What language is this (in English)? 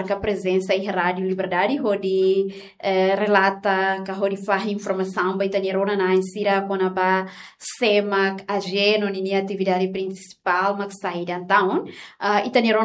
Tetum